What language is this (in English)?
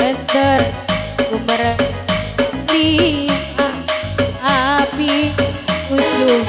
Batak Karo